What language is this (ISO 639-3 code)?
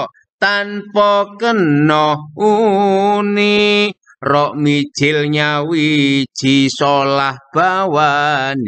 jav